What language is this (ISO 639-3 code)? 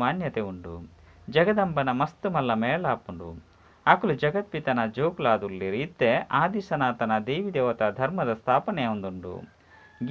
tcy